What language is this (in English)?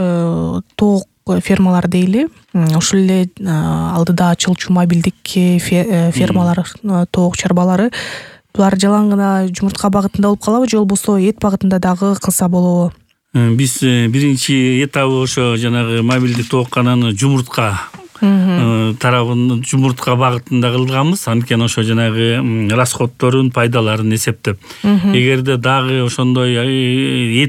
Kyrgyz